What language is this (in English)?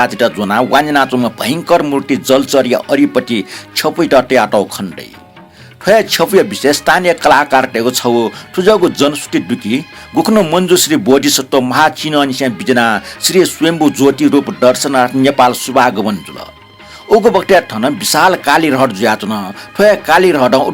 Newari